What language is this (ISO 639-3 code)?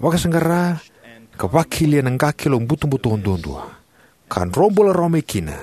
fij